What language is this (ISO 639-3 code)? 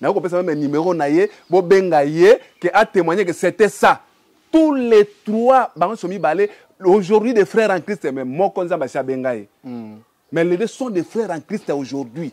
lin